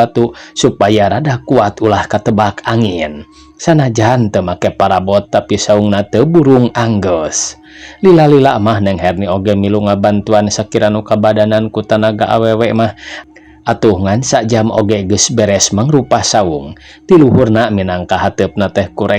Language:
Sundanese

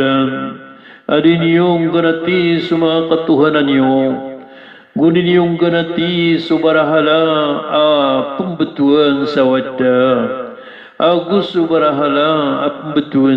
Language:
Maranao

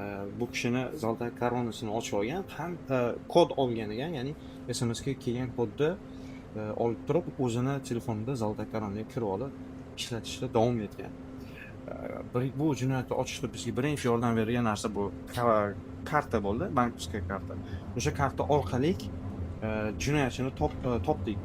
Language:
Uzbek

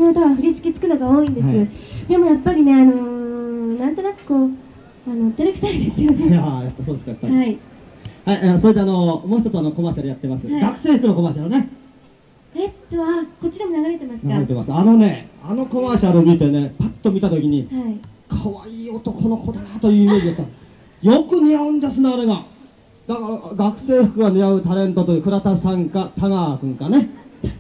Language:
Japanese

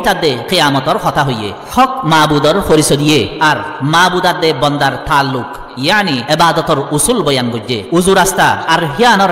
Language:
Rohingya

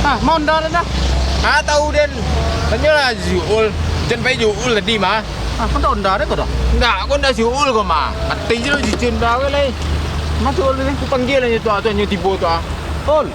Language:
Minangkabau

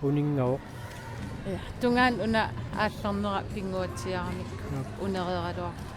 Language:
Kalaallisut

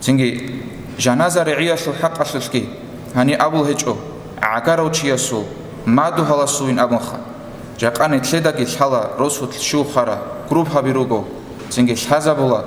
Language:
Avaric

